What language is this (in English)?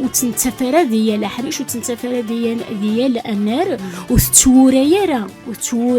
Kabyle